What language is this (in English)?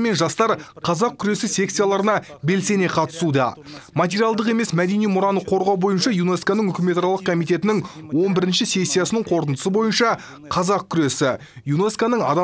Kazakh